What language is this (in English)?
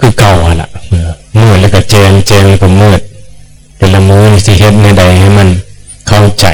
Northeastern Thai